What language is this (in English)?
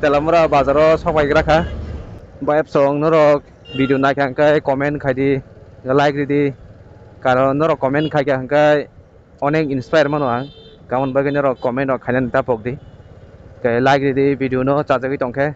Kok Borok